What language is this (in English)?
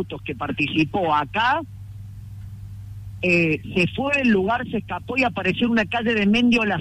Spanish